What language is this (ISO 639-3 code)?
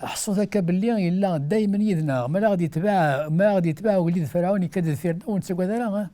kab